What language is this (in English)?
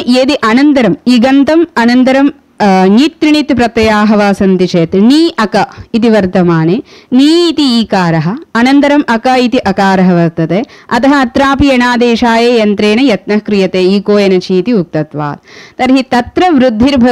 Sanskrit